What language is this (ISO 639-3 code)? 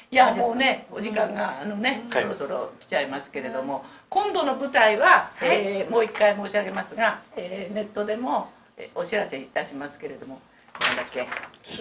jpn